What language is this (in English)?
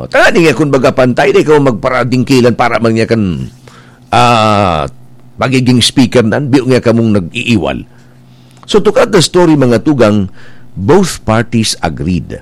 Bikol